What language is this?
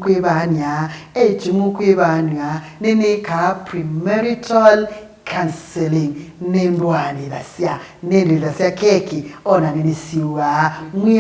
Kamba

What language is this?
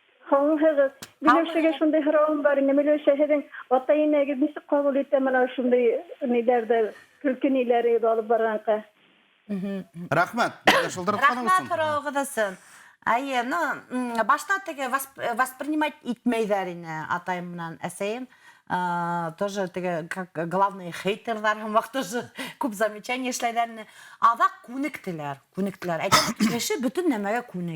Bashkir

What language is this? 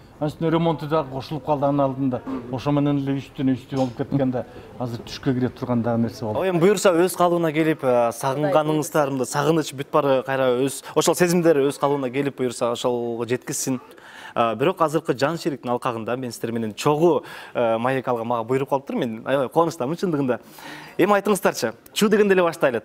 Kyrgyz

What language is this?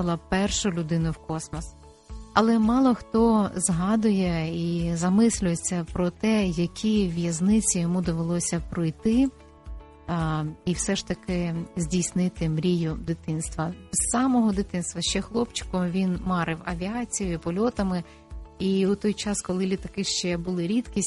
Ukrainian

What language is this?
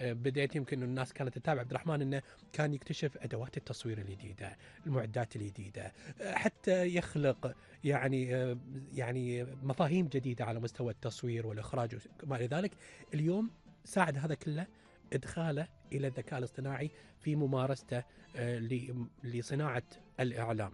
Gulf Arabic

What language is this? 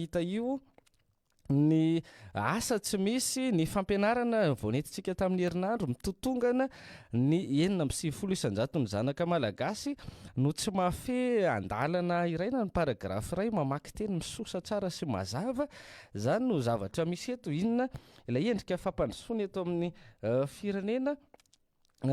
Malagasy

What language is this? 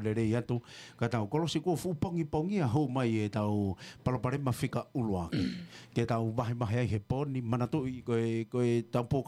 Tongan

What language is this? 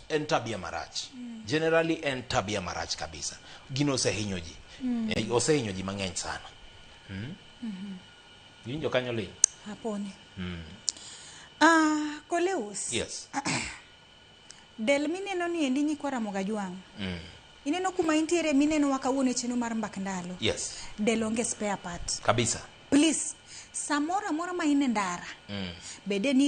Luo (Kenya and Tanzania)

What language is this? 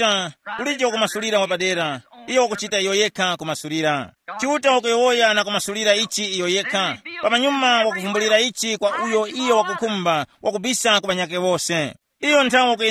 Tumbuka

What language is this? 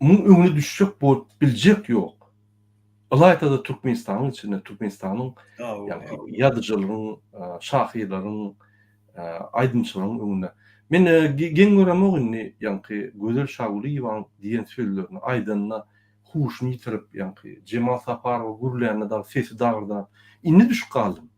Turkmen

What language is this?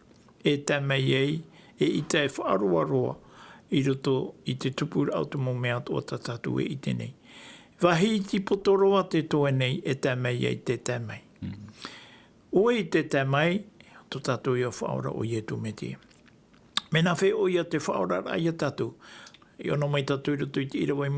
Tahitian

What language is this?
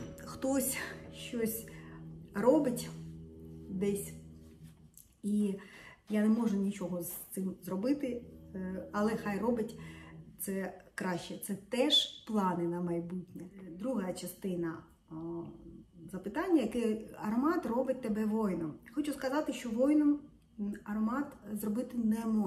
Ukrainian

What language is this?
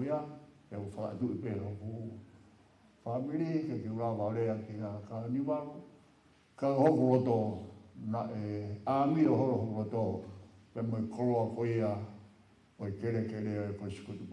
Tongan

